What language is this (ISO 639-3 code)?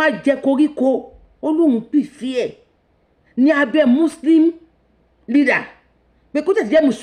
yor